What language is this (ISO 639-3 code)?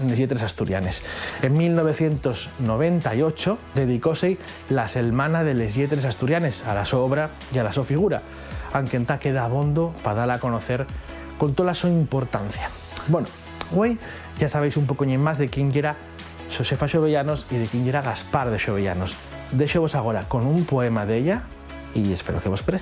ast